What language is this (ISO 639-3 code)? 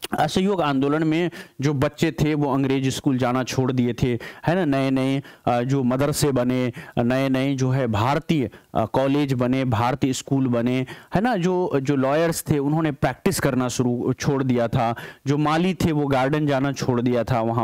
hin